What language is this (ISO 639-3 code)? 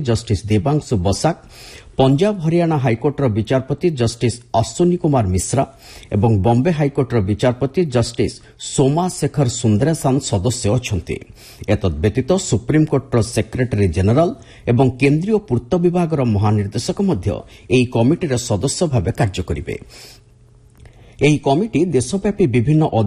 ori